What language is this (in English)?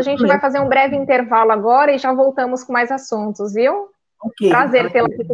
Portuguese